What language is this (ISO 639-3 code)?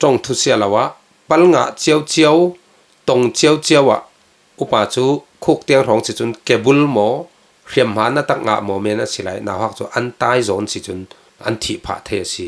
cfm